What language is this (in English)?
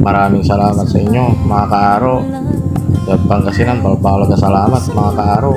Pangasinan